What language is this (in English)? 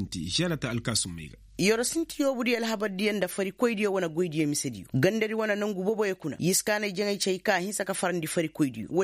Koyraboro Senni